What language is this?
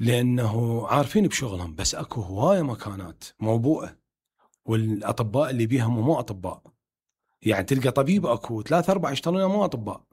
Mesopotamian Arabic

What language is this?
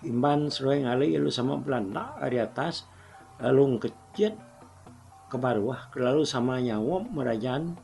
Iban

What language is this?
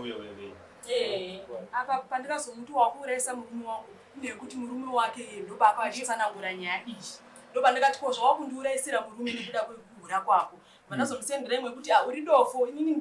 Shona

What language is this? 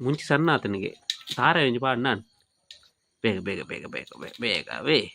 Tulu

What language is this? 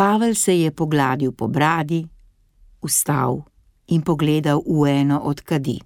Slovenian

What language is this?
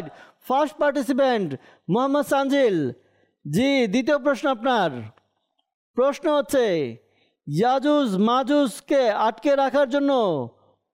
Bangla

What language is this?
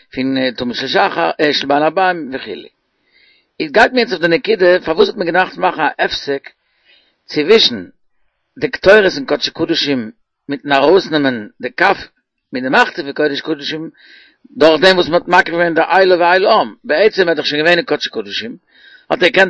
Yiddish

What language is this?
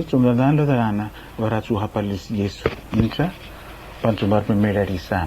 Araki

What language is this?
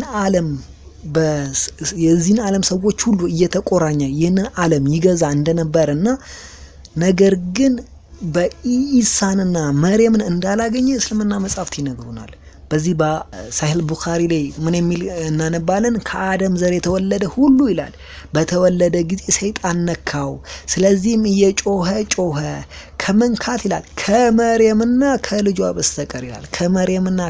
Amharic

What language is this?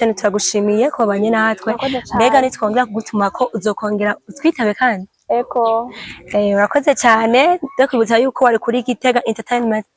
Rundi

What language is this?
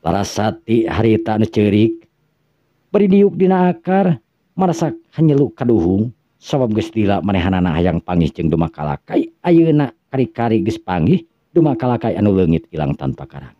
Sundanese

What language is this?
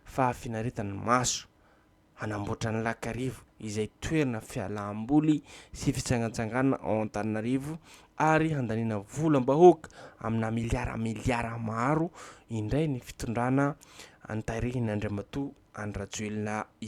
Malagasy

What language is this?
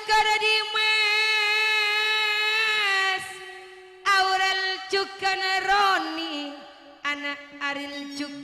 Madurese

